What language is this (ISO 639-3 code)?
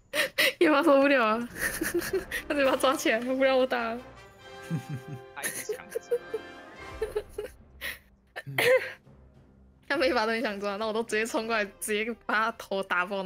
zho